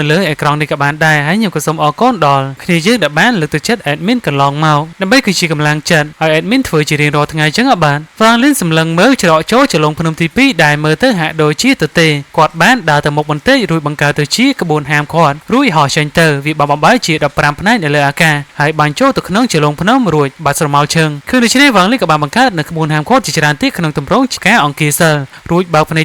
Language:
Khmer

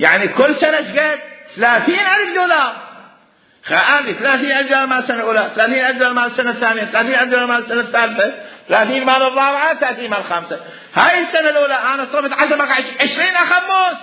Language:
Mesopotamian Arabic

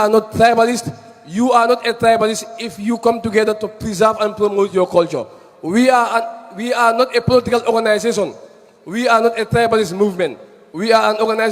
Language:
Fula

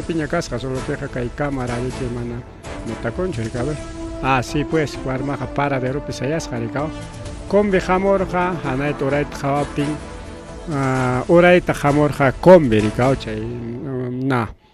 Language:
Ayacucho Quechua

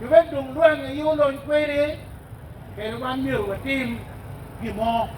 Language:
Acoli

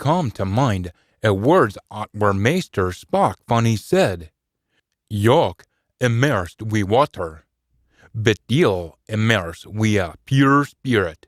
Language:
Scots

